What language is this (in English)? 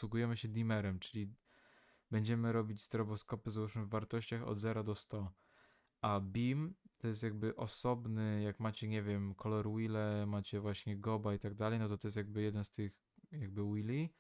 Polish